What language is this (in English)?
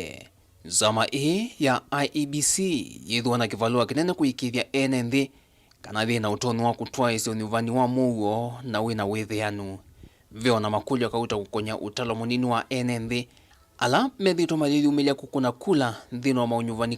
Kamba